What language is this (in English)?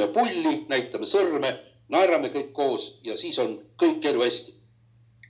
Estonian